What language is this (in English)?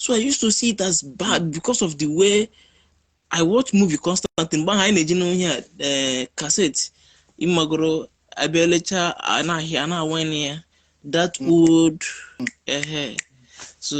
Igbo